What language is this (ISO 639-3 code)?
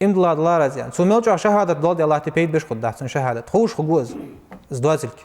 inh